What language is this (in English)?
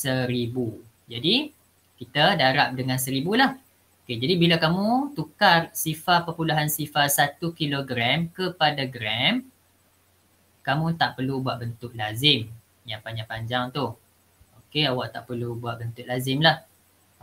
Malay